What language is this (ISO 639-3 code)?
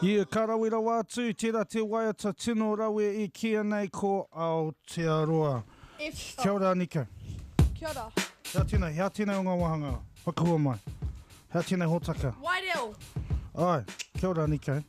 mri